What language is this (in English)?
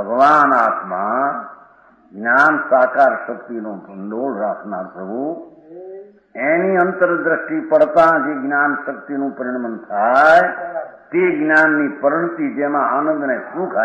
Gujarati